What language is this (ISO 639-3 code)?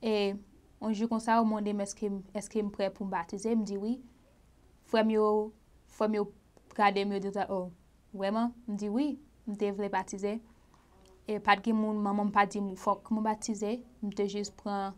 hat